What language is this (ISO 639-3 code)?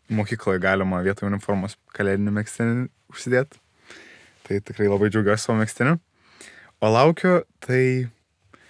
lit